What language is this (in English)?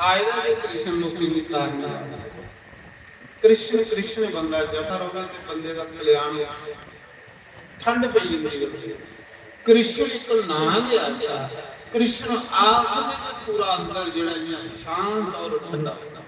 Dogri